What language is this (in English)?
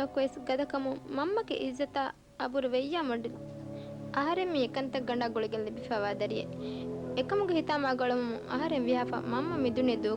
Divehi